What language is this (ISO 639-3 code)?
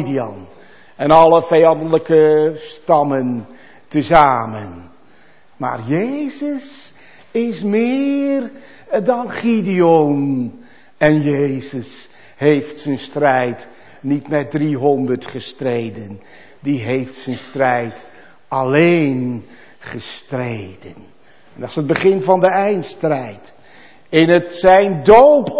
nld